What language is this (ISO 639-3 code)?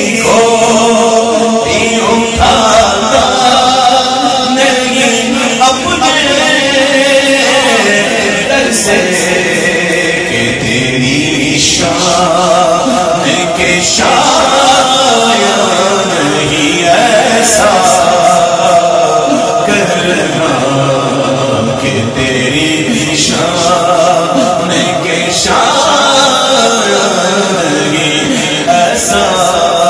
urd